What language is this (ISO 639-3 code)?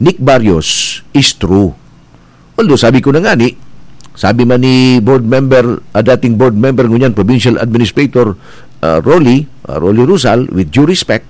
bik